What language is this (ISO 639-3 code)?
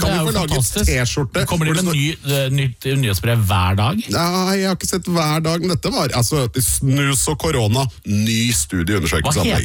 nor